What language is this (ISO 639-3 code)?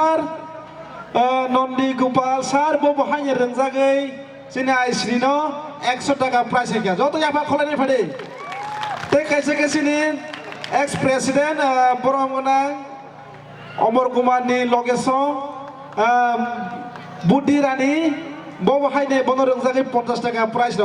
trp